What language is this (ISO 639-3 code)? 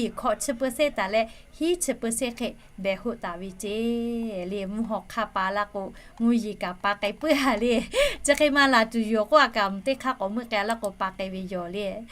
lhu